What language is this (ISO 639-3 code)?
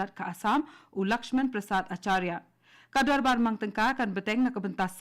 kha